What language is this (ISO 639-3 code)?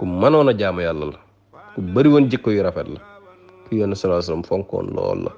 wol